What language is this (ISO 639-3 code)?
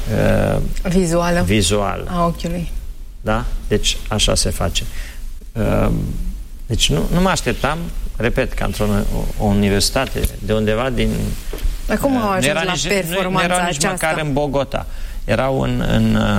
ron